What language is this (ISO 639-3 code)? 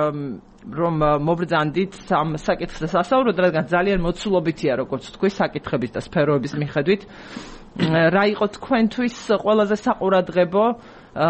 kat